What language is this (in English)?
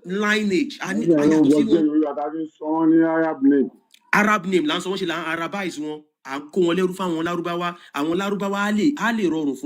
Yoruba